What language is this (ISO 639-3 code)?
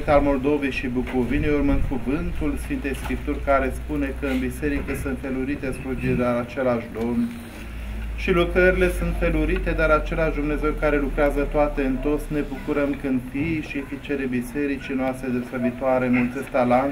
ron